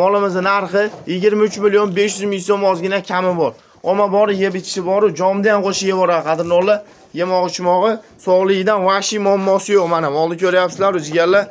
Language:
Uzbek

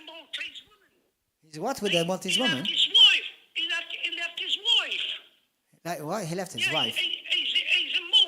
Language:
English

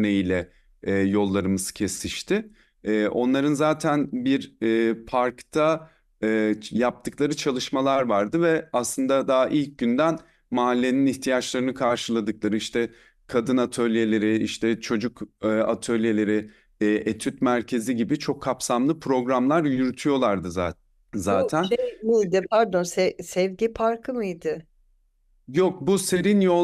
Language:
Turkish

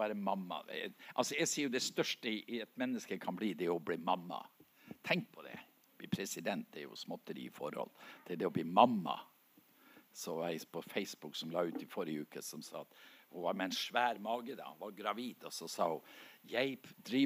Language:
Norwegian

